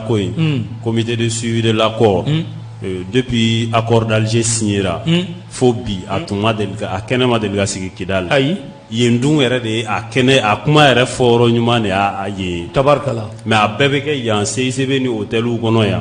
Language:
Bambara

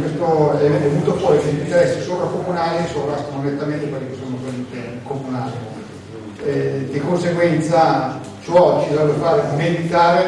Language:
Italian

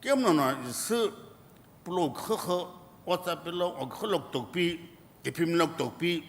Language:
Sumi Naga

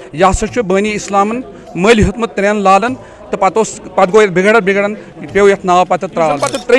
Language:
Kashmiri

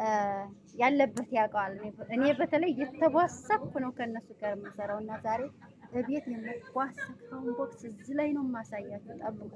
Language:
Amharic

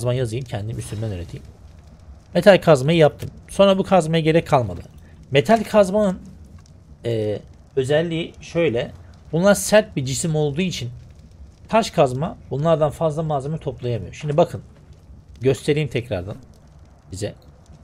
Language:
Turkish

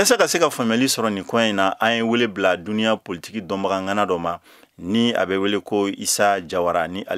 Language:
Bambara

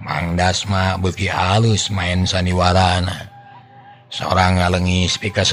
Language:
Sundanese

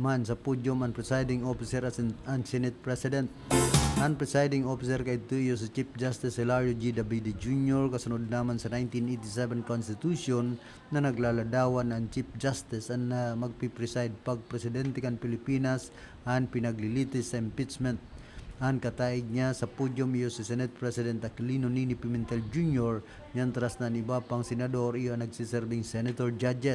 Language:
Bikol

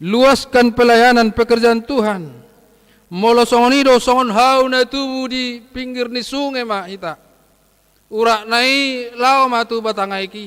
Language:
Batak Toba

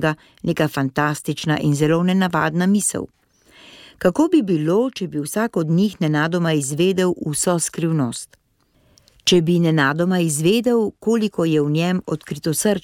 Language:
Slovenian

